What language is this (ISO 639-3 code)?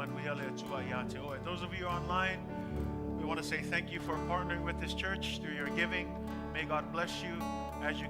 smo